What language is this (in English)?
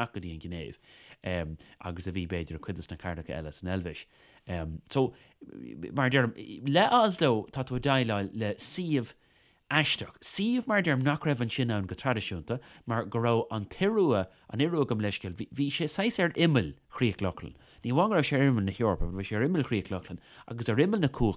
Irish